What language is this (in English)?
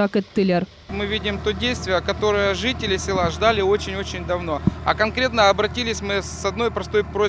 Crimean Tatar